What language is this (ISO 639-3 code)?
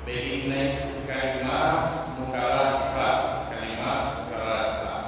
fuf